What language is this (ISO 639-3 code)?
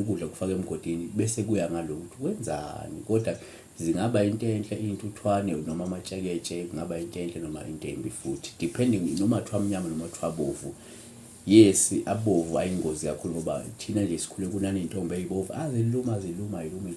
zul